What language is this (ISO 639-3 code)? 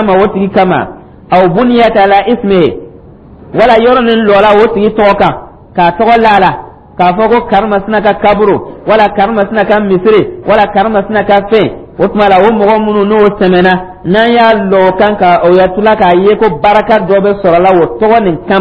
dyu